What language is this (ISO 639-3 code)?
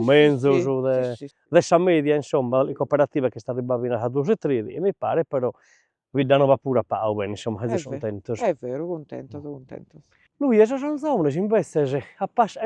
srd